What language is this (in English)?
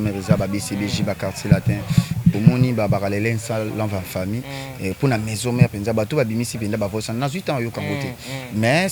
Lingala